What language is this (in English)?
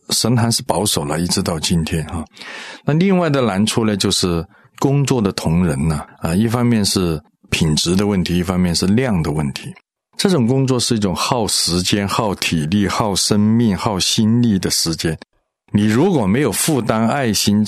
Chinese